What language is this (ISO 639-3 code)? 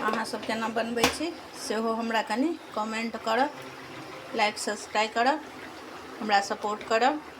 mai